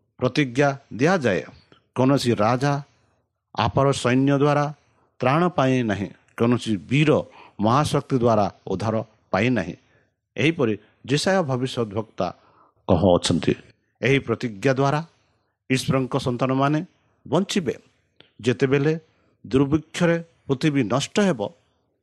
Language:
Odia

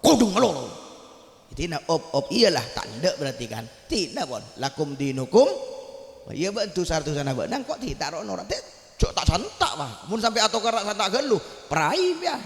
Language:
Madurese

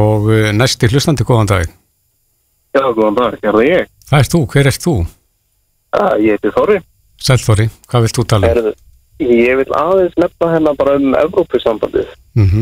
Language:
Icelandic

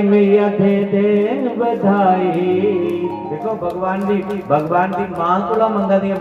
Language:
Dogri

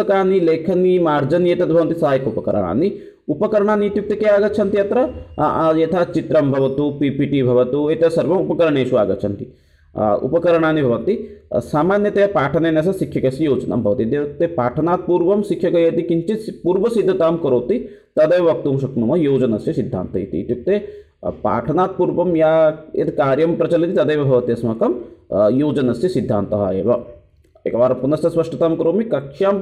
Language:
Sanskrit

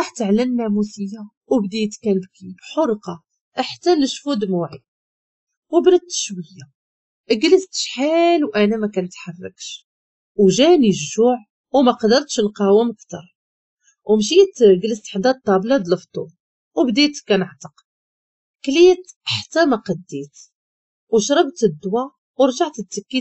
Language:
Moroccan Arabic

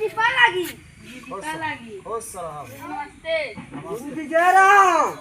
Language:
Awadhi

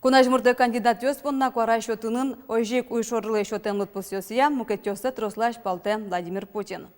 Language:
Udmurt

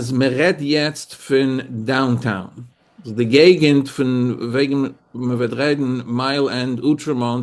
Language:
Yiddish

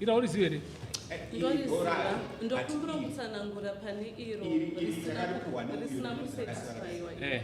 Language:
Shona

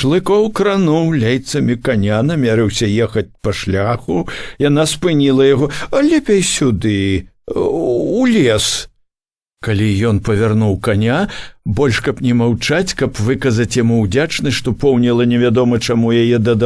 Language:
Belarusian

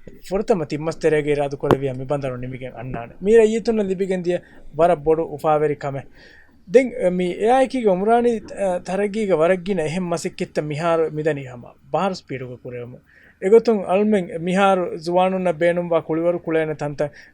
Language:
Divehi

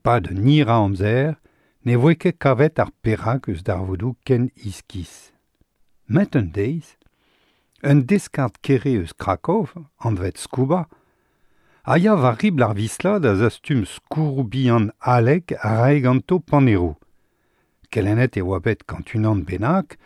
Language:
Breton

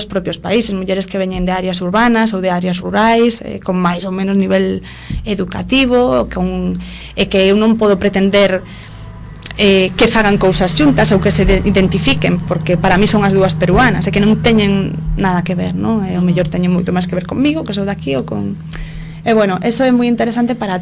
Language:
Galician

